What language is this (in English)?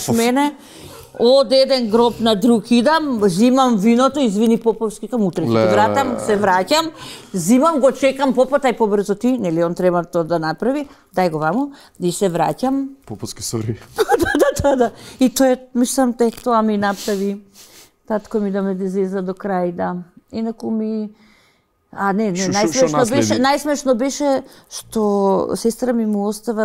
Macedonian